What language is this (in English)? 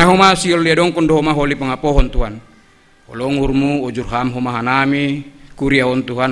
Batak Simalungun